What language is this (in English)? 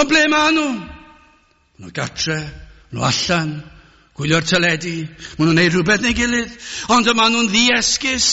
Welsh